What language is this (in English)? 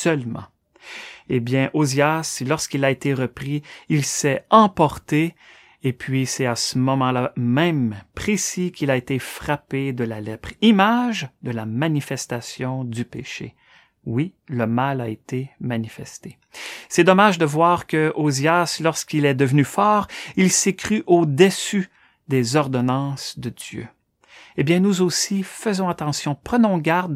French